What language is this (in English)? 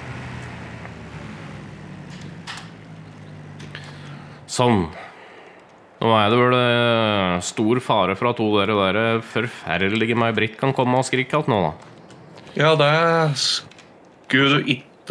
Norwegian